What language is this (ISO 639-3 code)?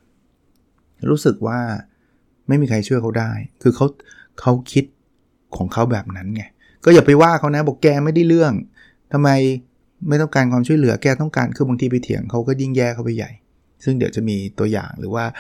tha